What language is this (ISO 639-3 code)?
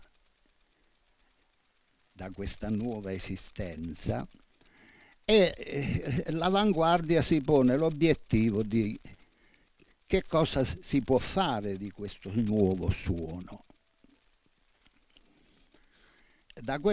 ita